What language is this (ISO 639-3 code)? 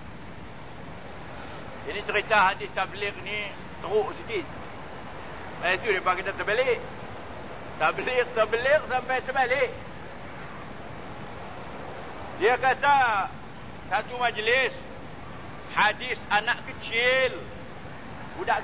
msa